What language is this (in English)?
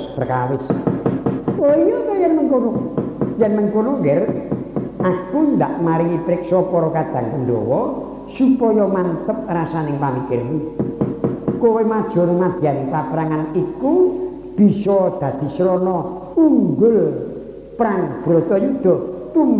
Javanese